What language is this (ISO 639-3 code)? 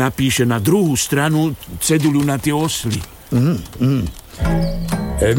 slk